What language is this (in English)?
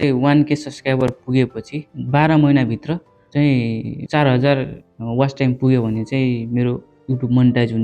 Nepali